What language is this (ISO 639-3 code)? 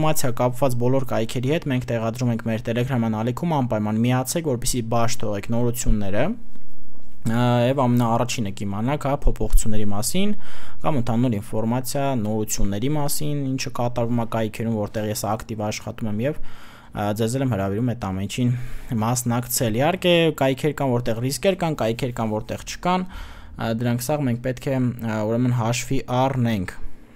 hye